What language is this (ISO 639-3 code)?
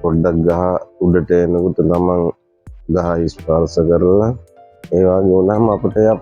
sin